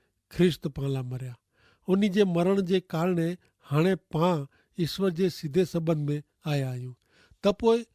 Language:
Kachhi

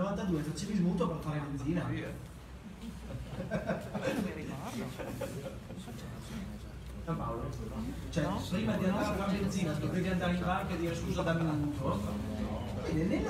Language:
Italian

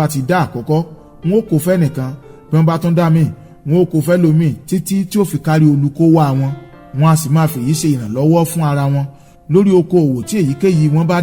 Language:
Yoruba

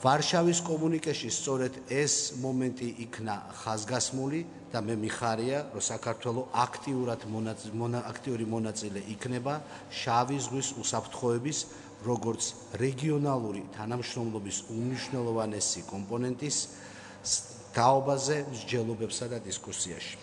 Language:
Georgian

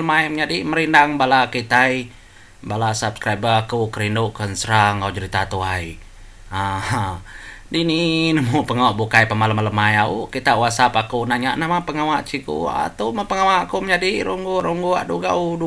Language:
Iban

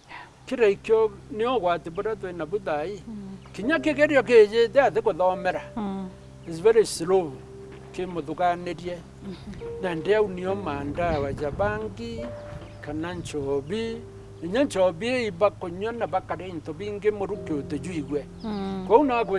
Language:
Meru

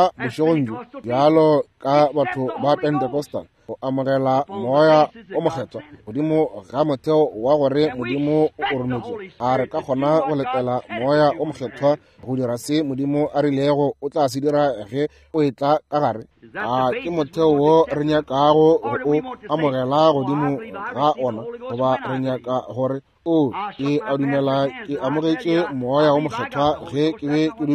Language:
Northern Sotho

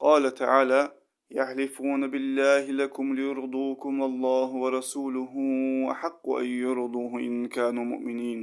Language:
Ingush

